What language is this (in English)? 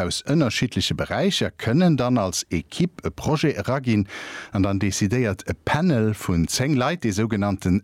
Luxembourgish